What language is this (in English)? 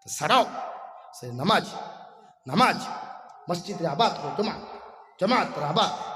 Sylheti